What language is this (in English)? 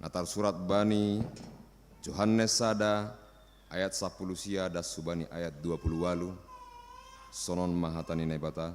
Batak Simalungun